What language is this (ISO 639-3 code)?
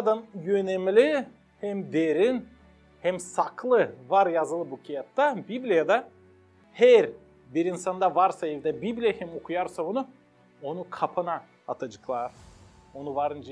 gag